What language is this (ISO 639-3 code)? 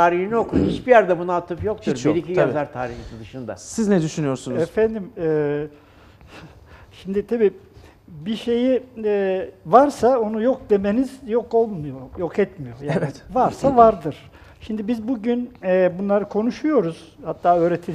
tur